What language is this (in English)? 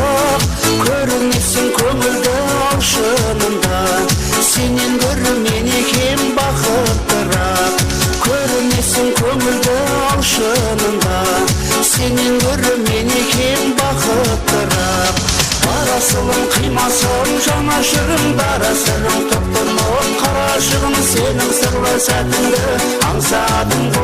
Kara-Kalpak